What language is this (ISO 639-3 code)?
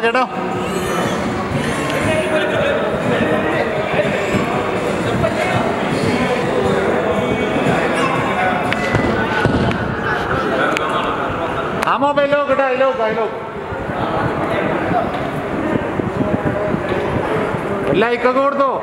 mal